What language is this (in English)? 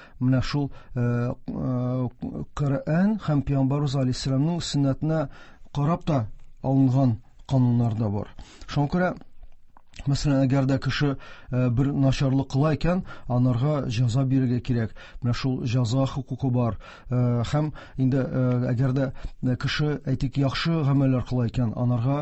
Tatar